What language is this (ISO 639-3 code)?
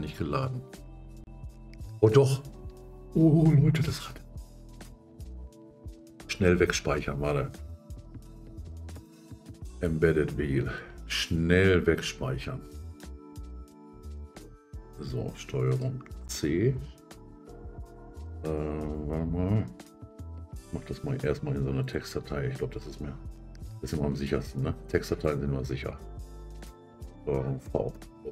deu